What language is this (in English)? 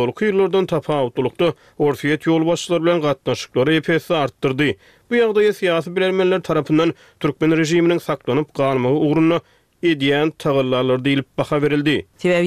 Turkmen